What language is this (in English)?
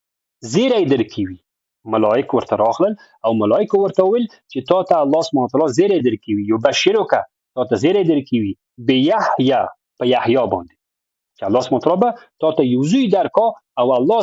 Pashto